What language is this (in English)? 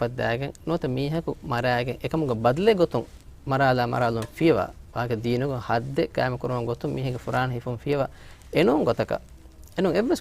Divehi